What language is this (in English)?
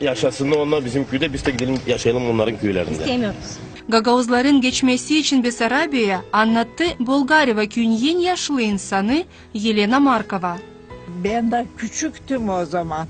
Gagauz